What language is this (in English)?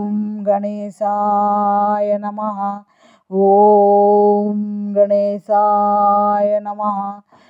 Sanskrit